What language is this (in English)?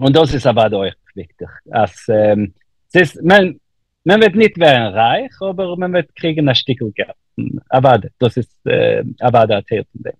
Yiddish